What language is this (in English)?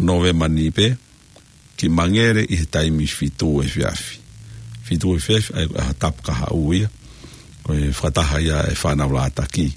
Tongan